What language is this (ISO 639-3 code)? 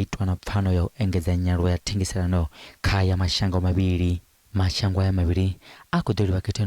ven